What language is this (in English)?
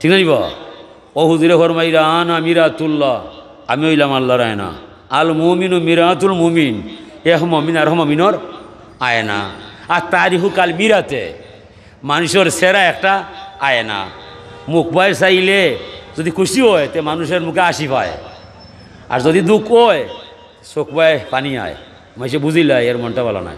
Sylheti